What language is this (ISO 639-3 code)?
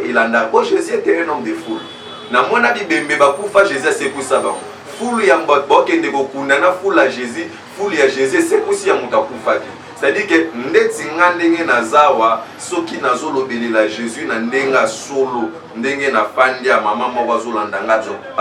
lin